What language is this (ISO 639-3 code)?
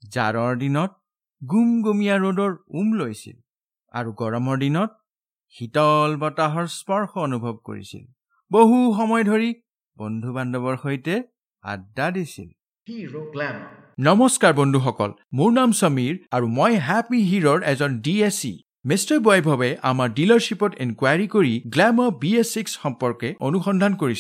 asm